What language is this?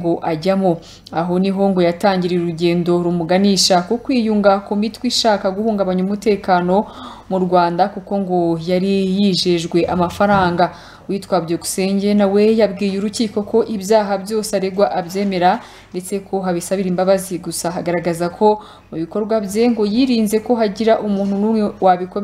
Kinyarwanda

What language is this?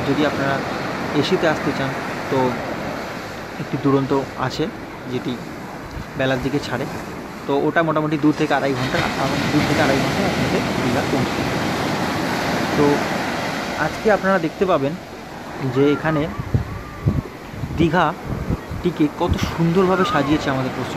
Bangla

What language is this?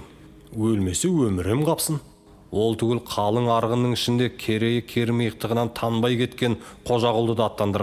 Kazakh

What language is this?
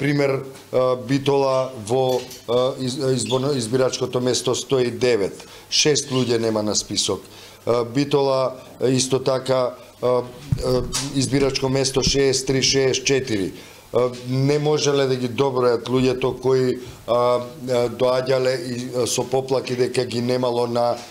Macedonian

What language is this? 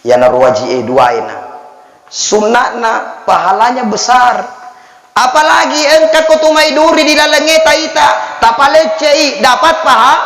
Buginese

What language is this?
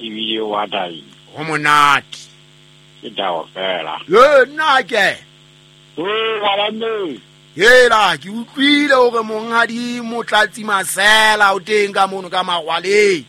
Southern Sotho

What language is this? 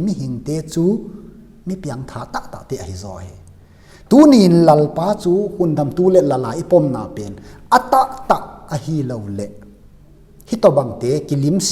Tedim Chin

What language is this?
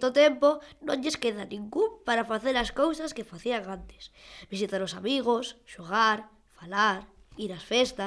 Galician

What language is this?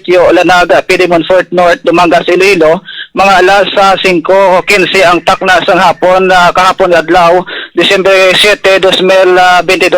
Hiligaynon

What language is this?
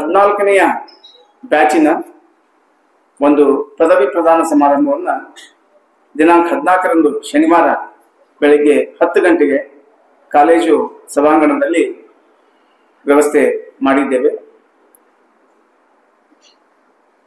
Kannada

